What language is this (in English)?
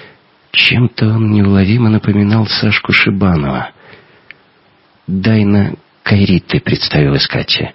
Russian